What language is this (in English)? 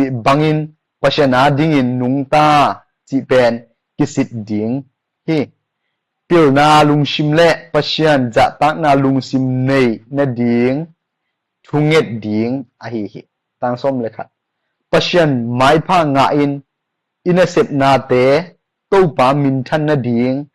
Tedim Chin